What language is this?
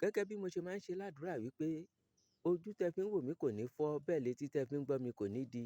Yoruba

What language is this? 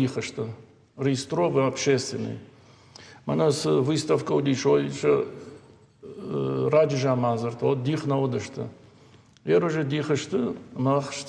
Ossetic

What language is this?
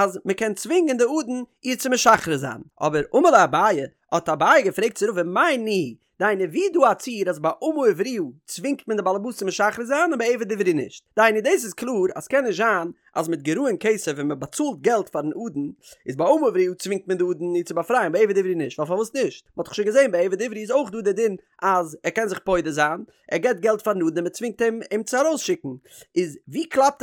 Yiddish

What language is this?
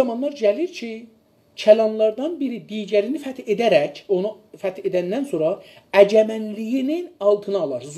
South Azerbaijani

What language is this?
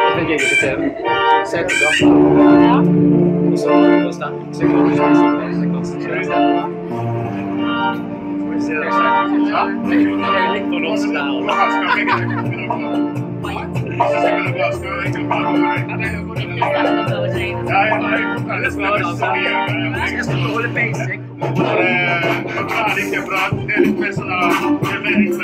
Swedish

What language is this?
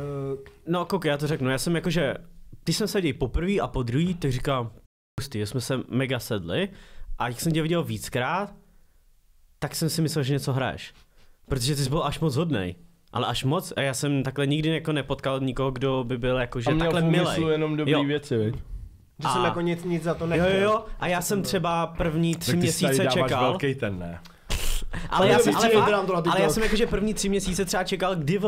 Czech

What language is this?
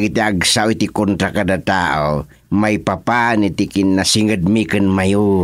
Iloko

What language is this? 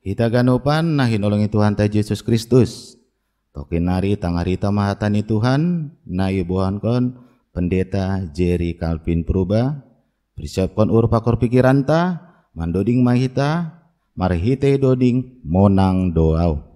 Batak Simalungun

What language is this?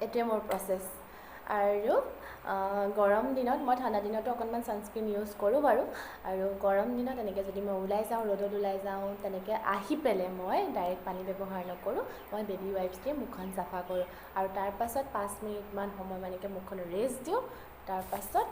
Assamese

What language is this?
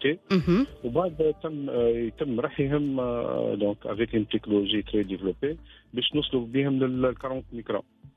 Tunisian Arabic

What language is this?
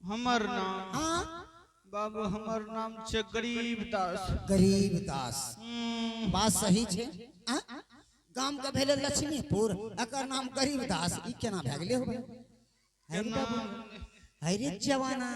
Angika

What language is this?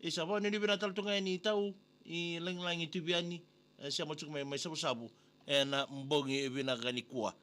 Fijian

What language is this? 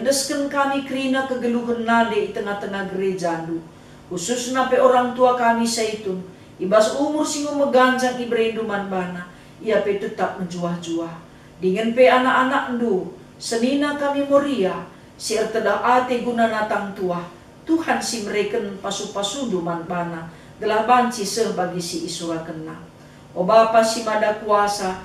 Batak Karo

